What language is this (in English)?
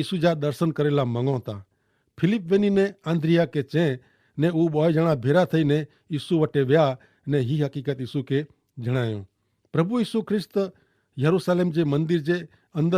Kachhi